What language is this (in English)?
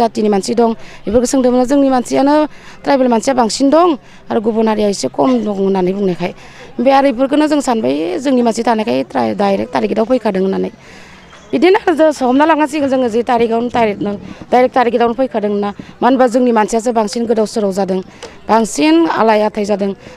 Bodo